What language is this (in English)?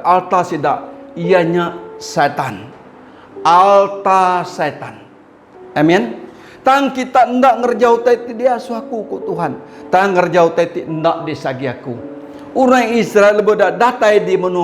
Iban